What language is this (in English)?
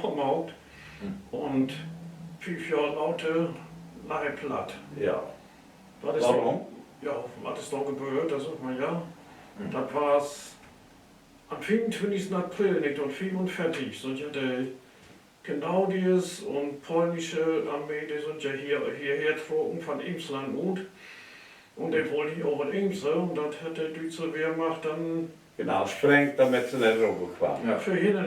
Low German